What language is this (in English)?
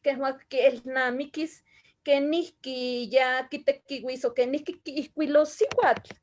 Eastern Huasteca Nahuatl